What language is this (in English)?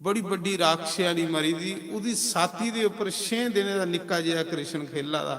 Dogri